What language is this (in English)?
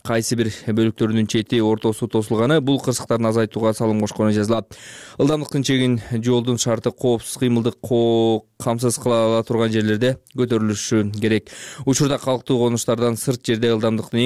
Kyrgyz